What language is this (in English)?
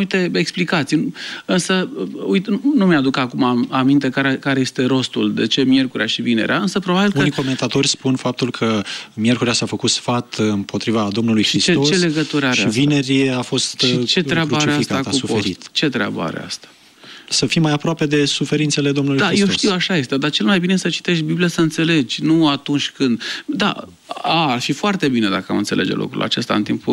Romanian